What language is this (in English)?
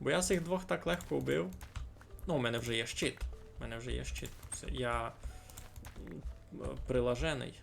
Rusyn